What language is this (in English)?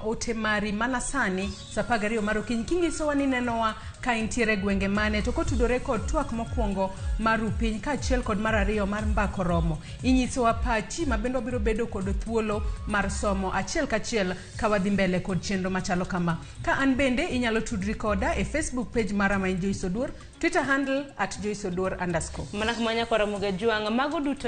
Luo (Kenya and Tanzania)